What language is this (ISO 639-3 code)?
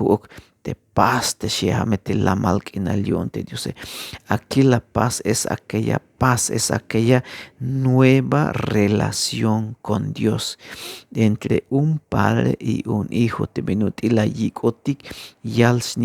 tzh